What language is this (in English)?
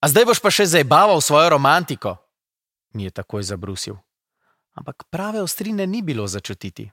Slovenian